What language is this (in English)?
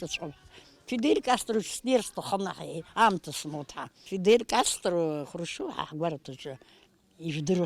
Abkhazian